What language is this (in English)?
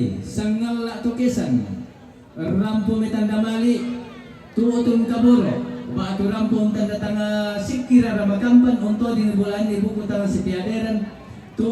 Toraja-Sa'dan